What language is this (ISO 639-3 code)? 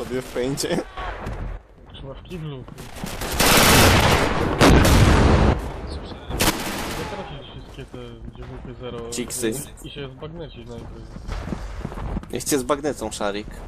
pol